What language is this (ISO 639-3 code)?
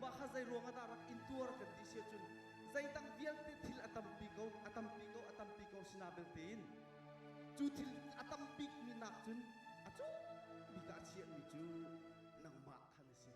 cnh